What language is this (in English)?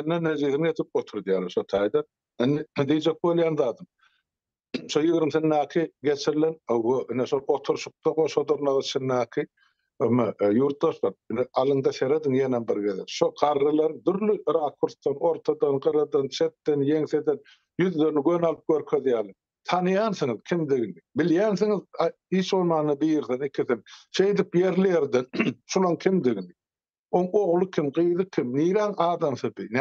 Turkmen